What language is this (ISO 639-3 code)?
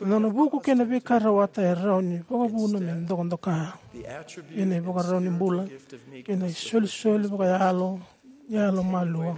fij